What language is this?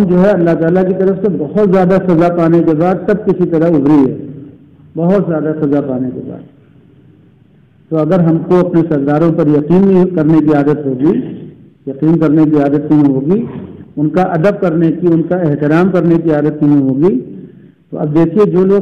Urdu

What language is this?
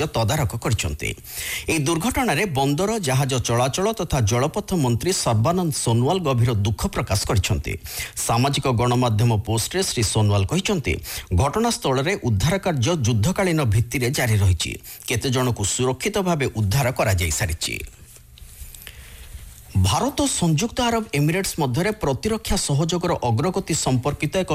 Odia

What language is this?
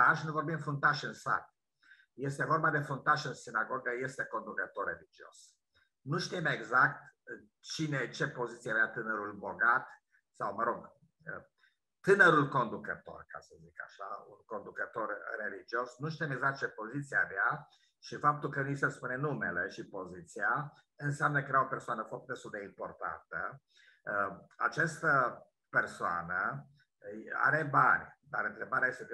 Romanian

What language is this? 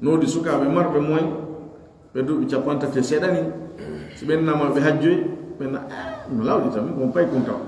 Pular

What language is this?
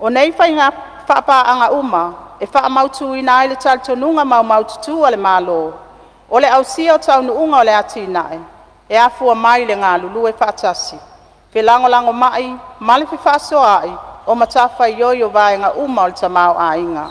Samoan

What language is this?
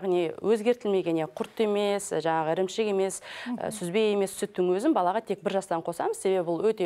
Kazakh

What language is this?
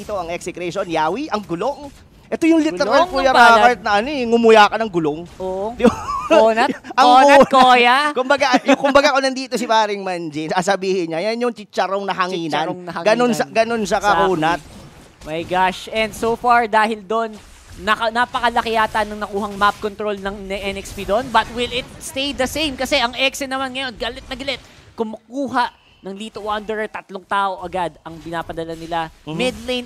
Filipino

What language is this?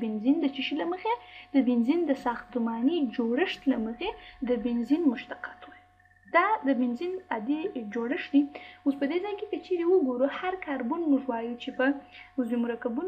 Pashto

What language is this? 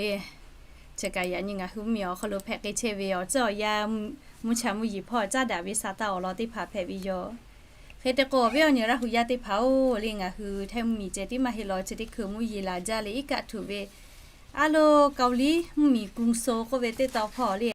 Lahu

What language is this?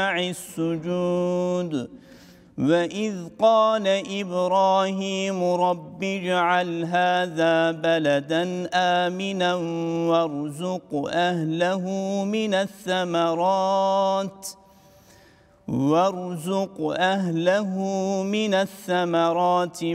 Arabic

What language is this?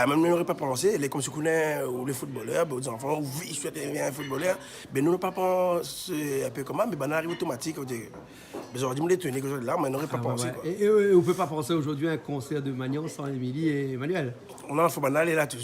Réunion Creole French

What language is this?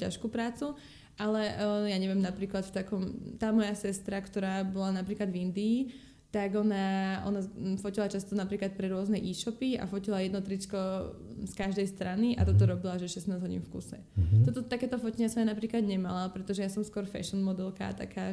Slovak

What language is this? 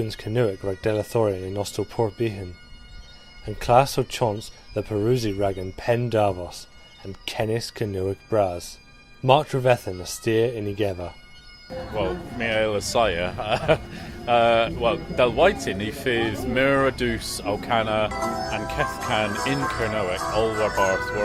Cornish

